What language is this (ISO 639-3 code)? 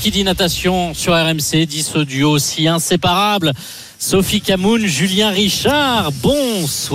fra